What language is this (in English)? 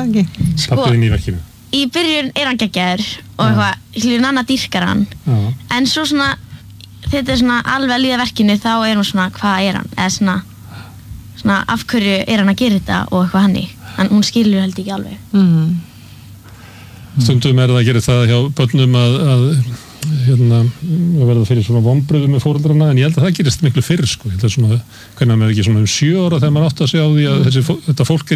Icelandic